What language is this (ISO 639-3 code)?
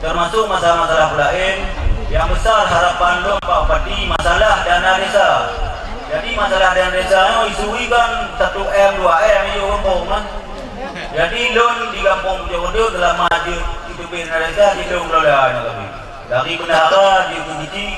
ace